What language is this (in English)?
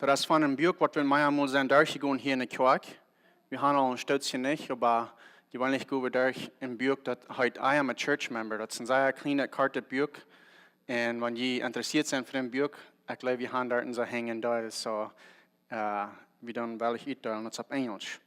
Plautdietsch